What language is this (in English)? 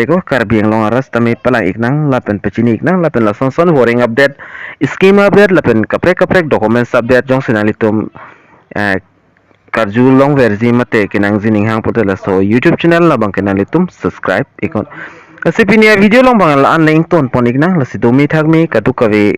Karbi